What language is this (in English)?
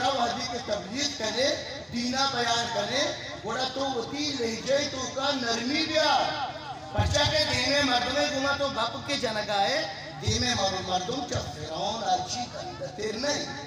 Eastern Balochi